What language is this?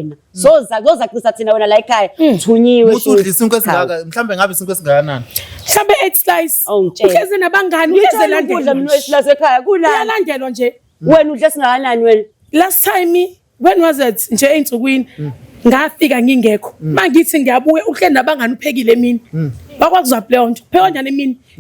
Zulu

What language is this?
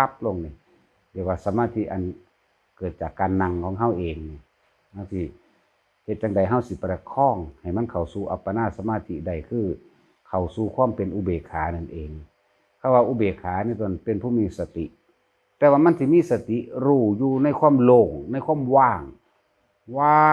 Northeastern Thai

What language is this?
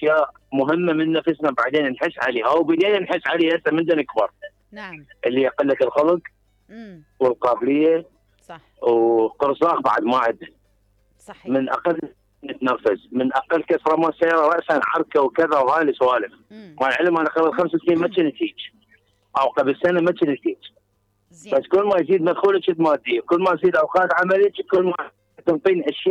Mesopotamian Arabic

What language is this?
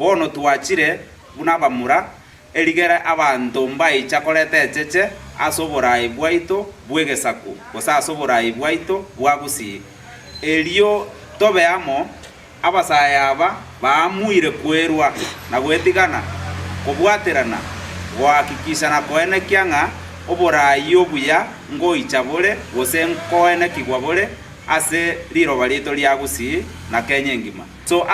Gusii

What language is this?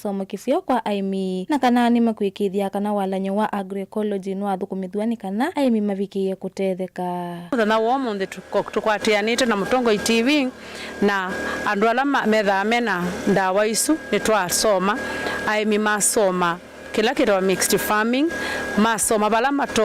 Kamba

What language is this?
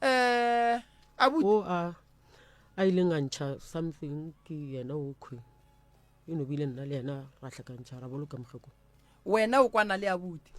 Northern Sotho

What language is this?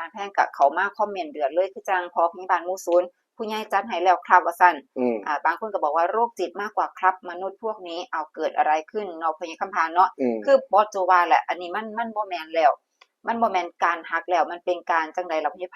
Northeastern Thai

